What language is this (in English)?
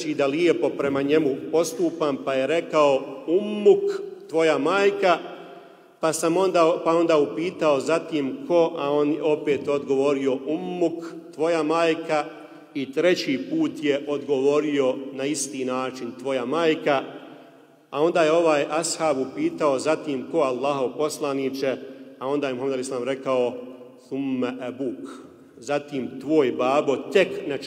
Bosnian